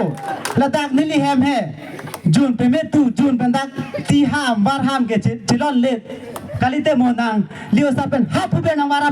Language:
Karbi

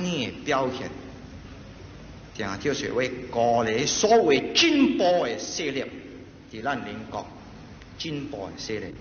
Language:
Min Nan Chinese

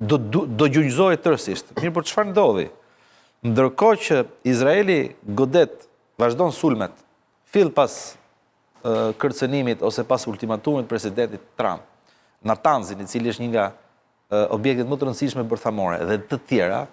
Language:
Albanian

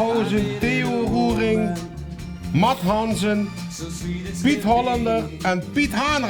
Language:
Limburgish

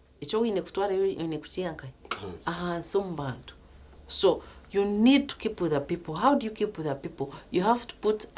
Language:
Nyankole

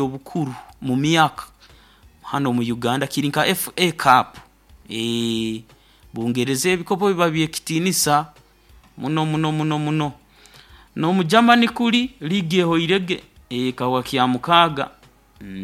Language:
Nyoro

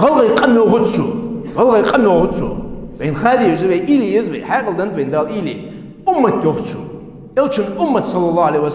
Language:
Ingush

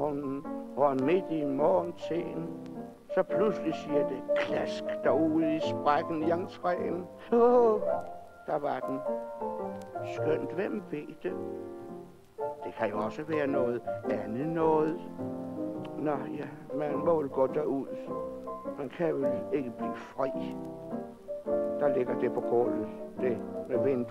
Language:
Danish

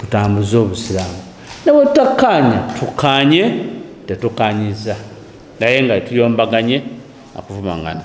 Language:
Ganda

